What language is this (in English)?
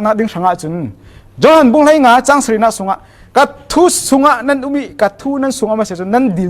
Falam Chin